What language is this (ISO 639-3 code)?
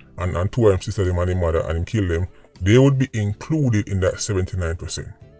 jam